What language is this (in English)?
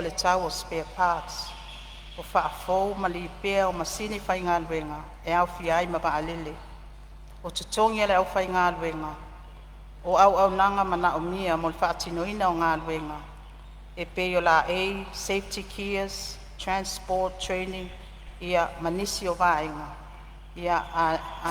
Samoan